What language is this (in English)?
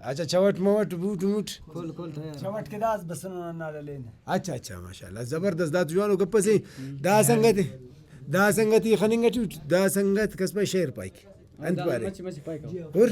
Brahui